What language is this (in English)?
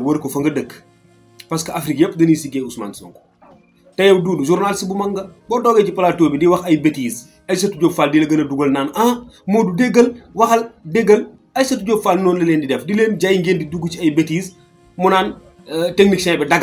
Wolof